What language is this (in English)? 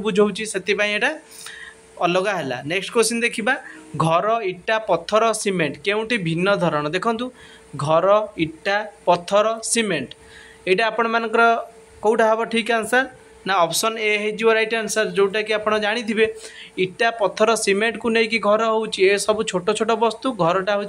Odia